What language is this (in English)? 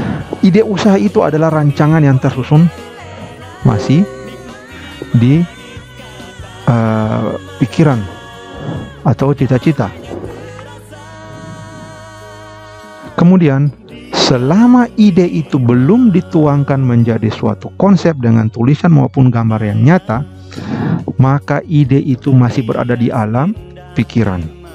Indonesian